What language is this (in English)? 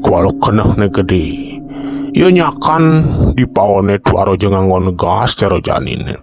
Balinese